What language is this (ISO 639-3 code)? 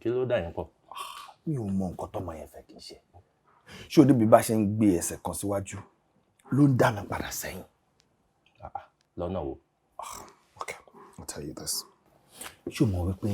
yor